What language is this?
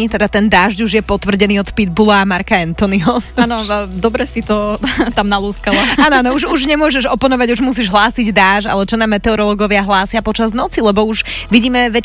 Slovak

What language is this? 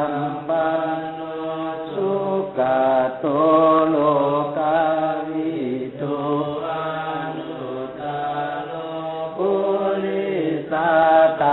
Pali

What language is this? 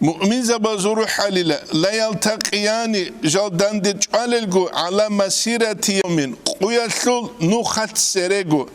Avaric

